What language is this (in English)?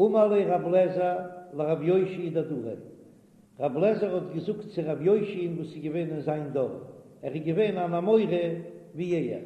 Yiddish